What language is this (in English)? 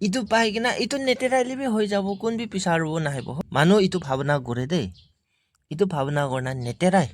Naga Pidgin